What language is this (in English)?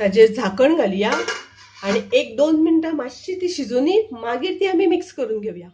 Konkani